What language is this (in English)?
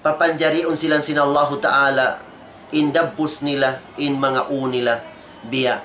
Tausug